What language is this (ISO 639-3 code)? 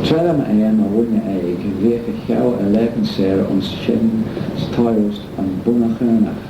glv